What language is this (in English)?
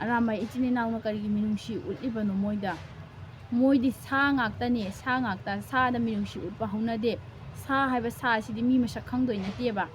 Manipuri